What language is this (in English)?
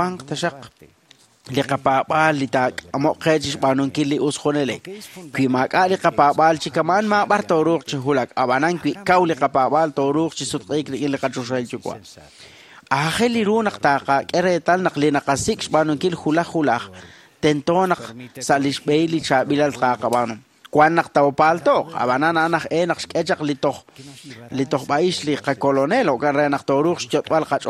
Kekchí